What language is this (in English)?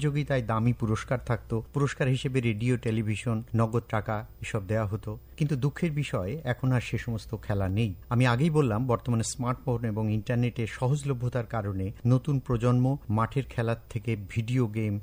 Bangla